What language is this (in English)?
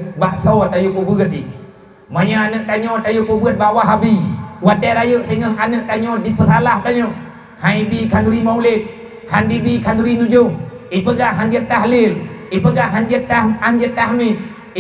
Achinese